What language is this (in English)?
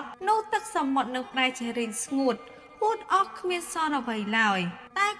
Khmer